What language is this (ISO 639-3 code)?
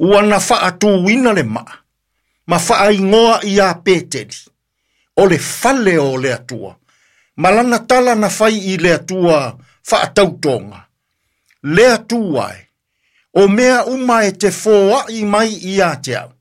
smo